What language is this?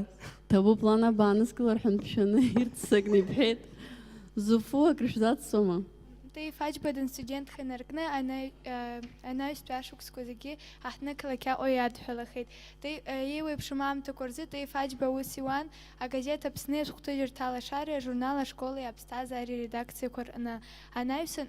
Abkhazian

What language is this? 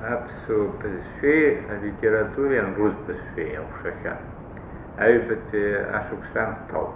Abkhazian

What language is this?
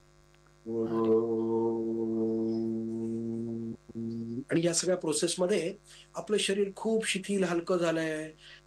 Marathi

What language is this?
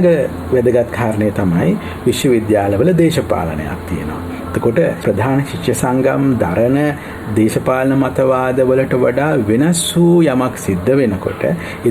Sinhala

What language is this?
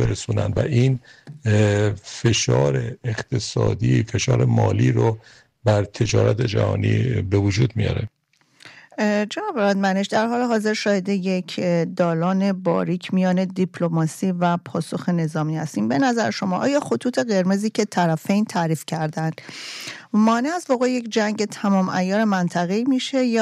Persian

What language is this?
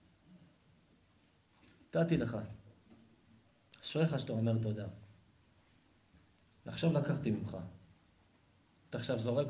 Hebrew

